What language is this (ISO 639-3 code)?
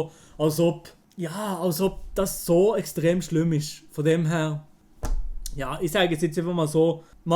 gsw